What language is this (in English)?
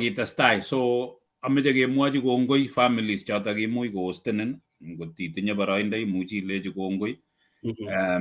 Kalenjin